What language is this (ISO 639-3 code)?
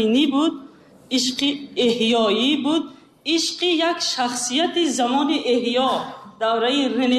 tgk